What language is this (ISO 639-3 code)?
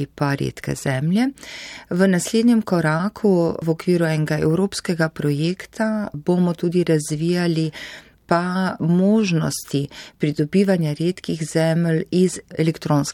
slv